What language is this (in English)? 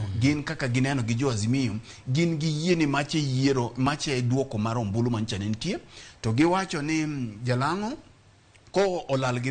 Luo (Kenya and Tanzania)